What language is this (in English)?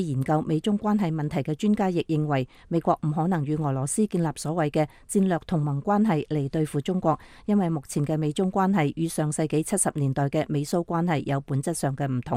Cantonese